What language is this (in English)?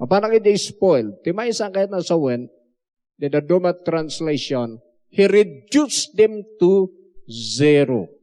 Iloko